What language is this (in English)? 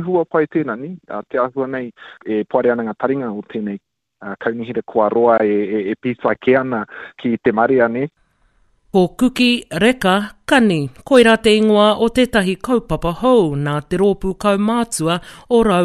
Māori